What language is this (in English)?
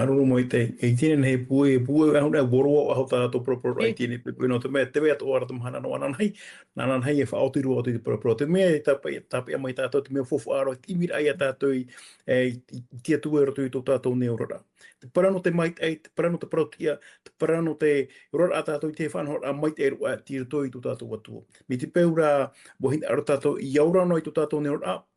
Tahitian